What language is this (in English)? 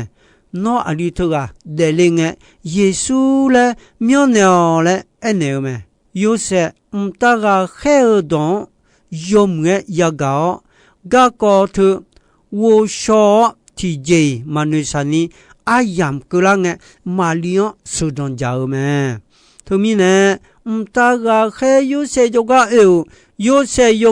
Akha